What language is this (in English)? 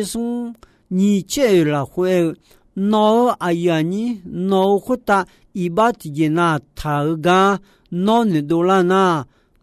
Akha